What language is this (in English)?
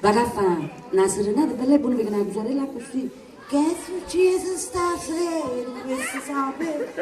Neapolitan